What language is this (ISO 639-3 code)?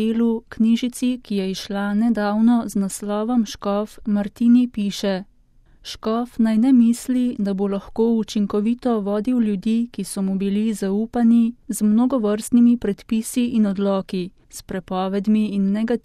slv